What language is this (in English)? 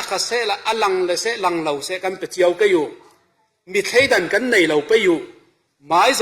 Falam Chin